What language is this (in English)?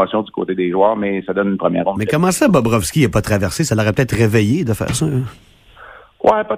French